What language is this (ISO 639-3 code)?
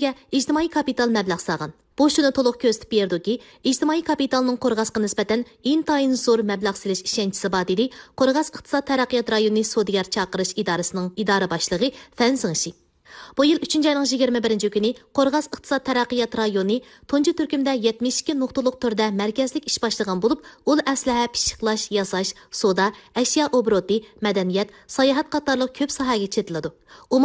uig